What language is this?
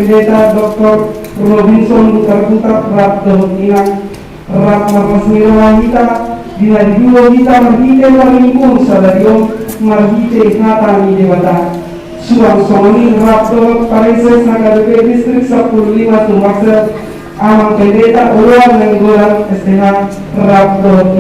Batak Toba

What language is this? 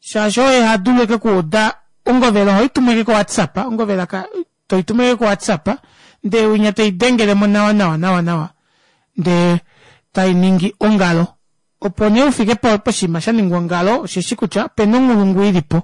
Kuanyama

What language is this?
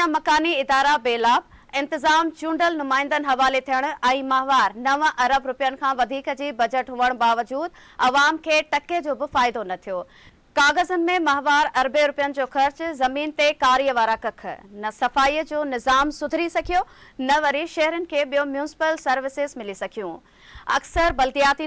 Sindhi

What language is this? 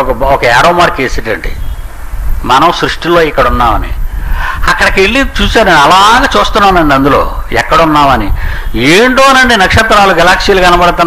Telugu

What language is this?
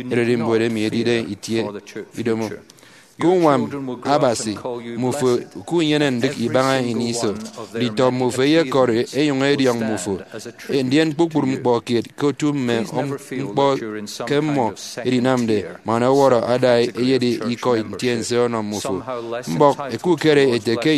Efik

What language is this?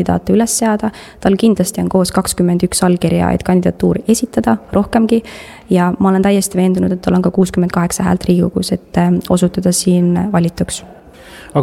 Estonian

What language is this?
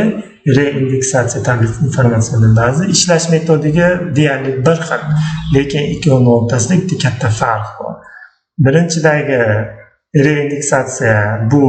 Uzbek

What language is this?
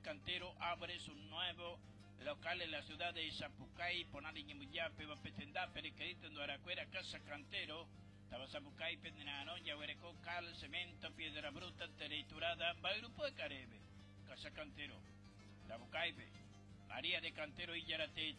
Guarani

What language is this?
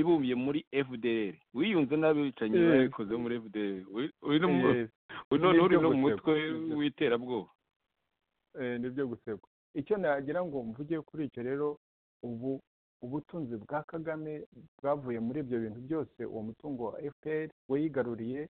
Kinyarwanda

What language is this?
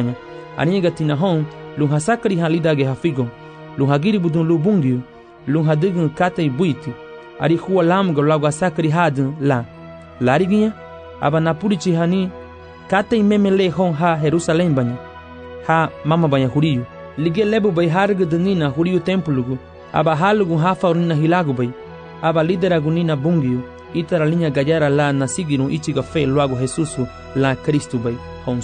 Garifuna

